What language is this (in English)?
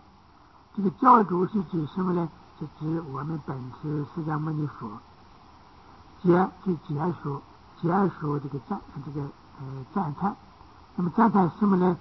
Chinese